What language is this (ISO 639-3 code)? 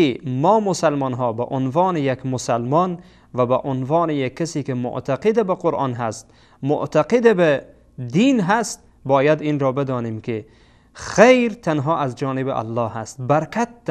fas